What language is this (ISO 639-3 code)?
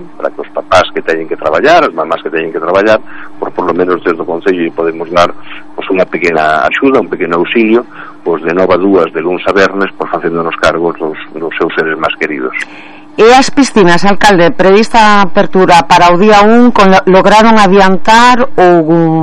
glg